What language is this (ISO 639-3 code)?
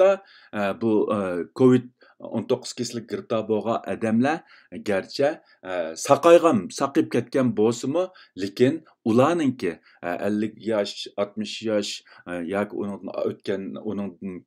uig